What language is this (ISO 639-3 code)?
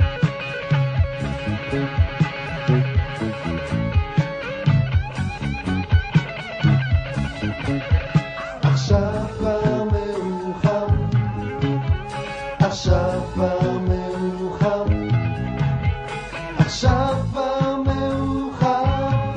heb